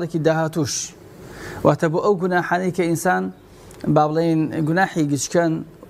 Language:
Central Kurdish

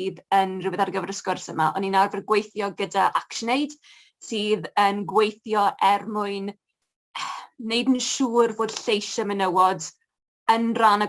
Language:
Welsh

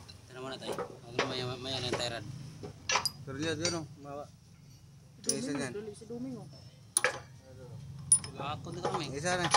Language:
Filipino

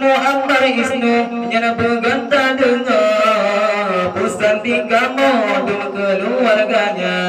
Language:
Achinese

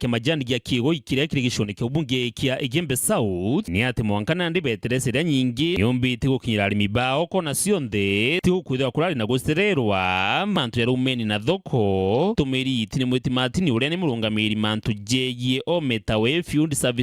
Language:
Meru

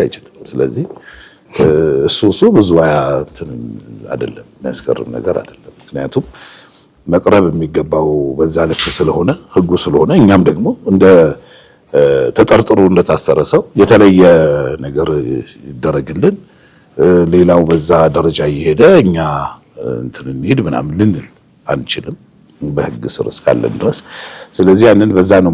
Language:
Amharic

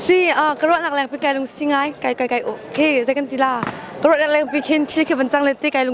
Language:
Hakha Chin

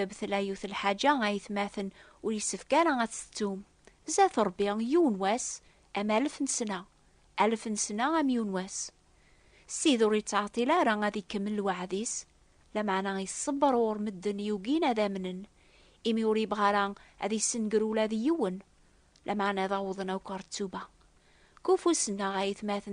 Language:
Kabyle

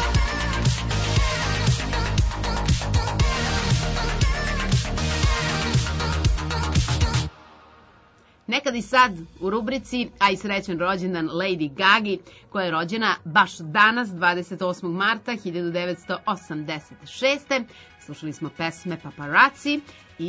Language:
Serbian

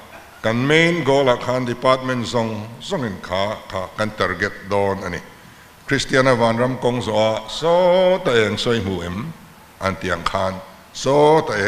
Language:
Mizo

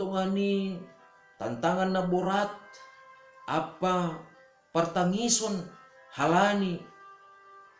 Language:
Batak Simalungun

